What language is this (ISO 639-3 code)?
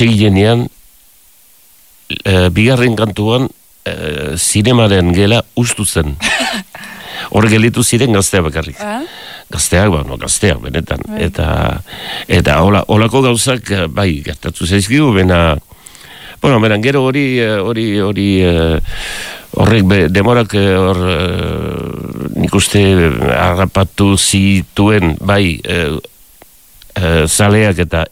eus